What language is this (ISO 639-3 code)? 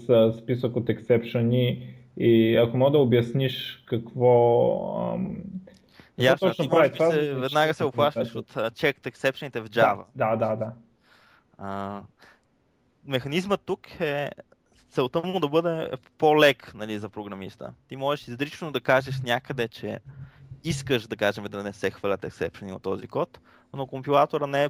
bul